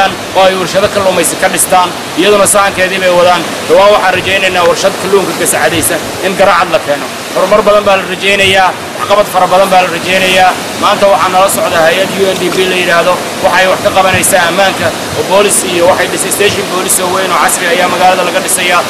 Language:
Somali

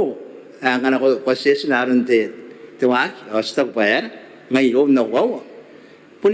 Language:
Gilbertese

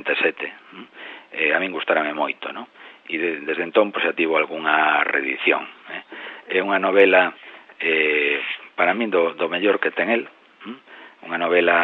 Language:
Galician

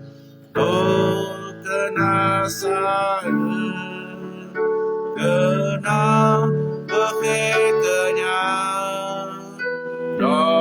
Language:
S'gaw Karen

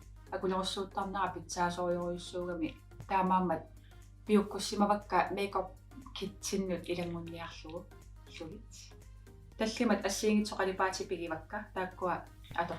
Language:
Kalaallisut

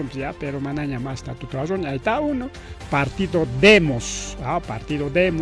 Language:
Ayacucho Quechua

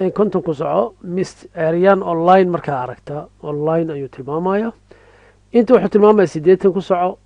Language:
Somali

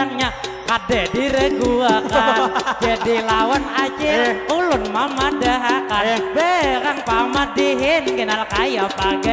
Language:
Banjar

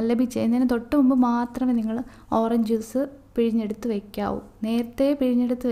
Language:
Malayalam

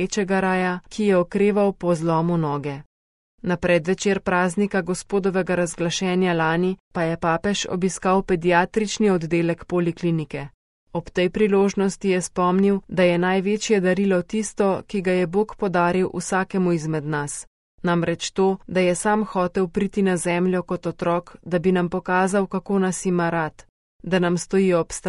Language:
Slovenian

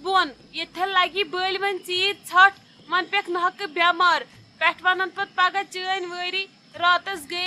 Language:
Kashmiri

